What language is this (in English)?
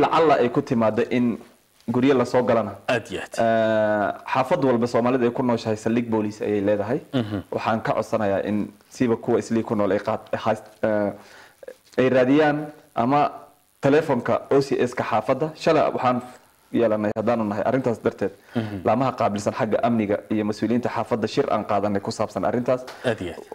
Somali